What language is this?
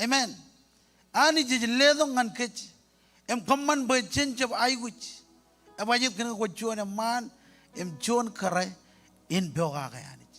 Marshallese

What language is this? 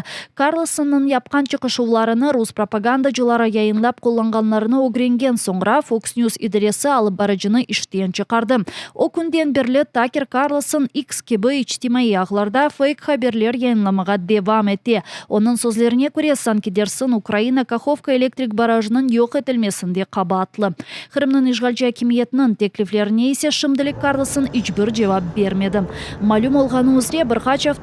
Crimean Tatar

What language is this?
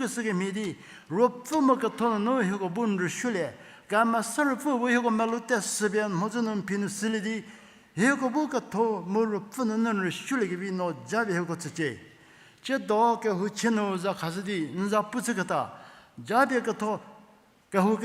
Angami Naga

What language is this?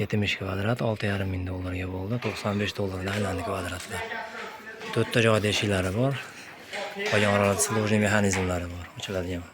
Uzbek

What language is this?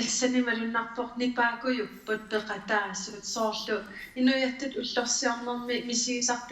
Kalaallisut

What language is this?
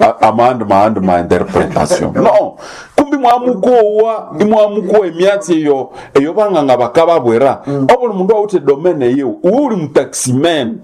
Nande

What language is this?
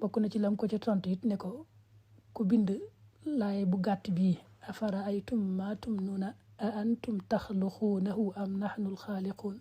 Wolof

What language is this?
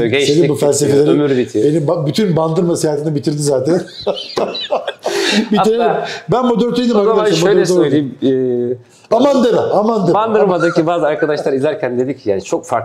Turkish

